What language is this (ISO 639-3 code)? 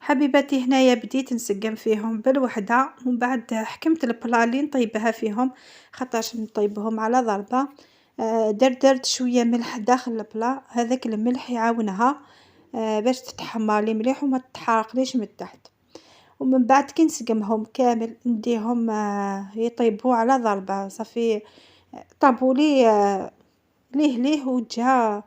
arq